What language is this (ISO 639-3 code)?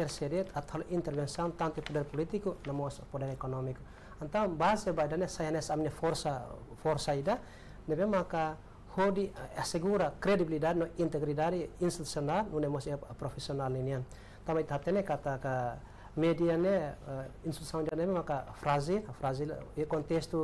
tet